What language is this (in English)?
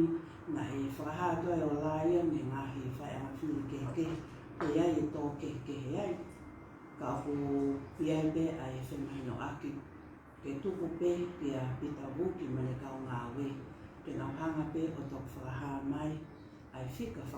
Tongan